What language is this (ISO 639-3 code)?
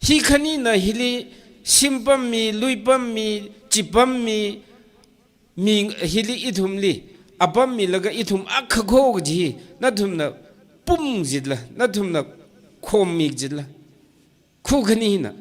nmf